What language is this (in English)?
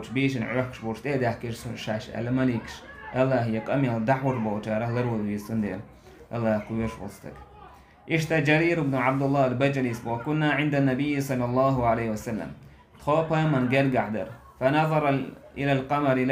Chechen